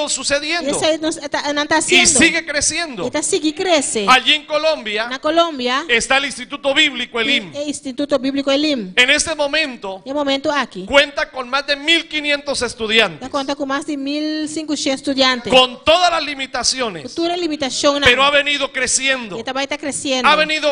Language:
Papiamento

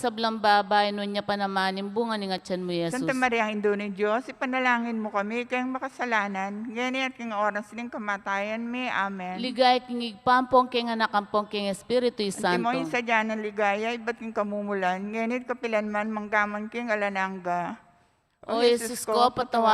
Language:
Pampanga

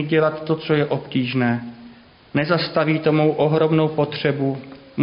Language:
Czech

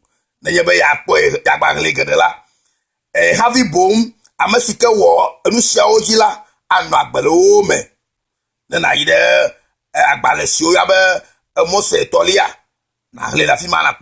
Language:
Ewe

